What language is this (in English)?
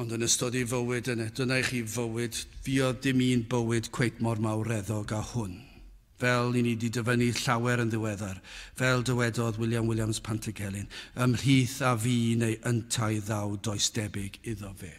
Welsh